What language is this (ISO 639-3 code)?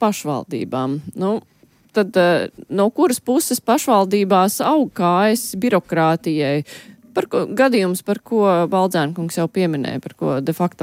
lav